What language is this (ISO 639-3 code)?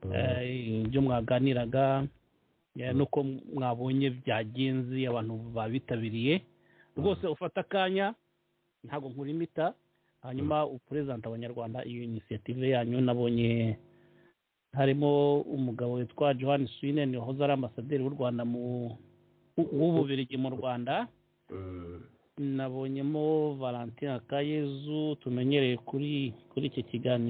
kin